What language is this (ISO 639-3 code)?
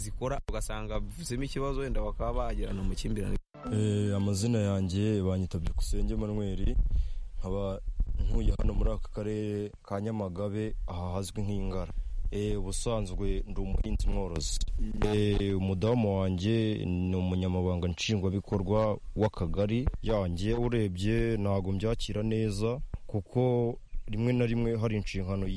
kin